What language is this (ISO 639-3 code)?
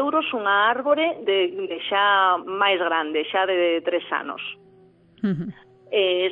glg